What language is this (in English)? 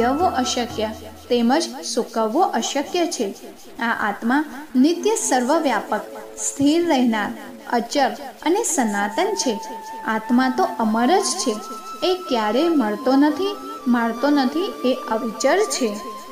Gujarati